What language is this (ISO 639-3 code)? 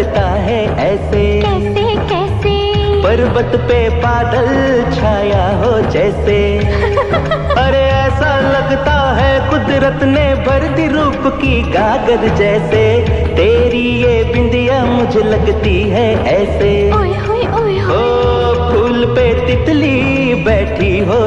hin